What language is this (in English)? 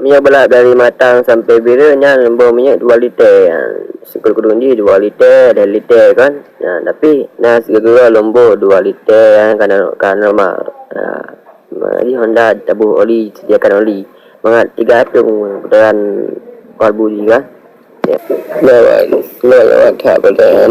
Achinese